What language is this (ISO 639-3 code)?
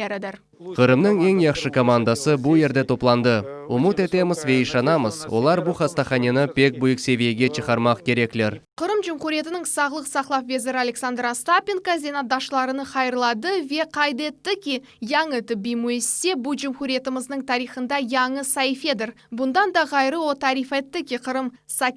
crh